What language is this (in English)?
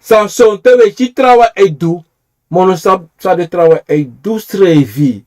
Sranan Tongo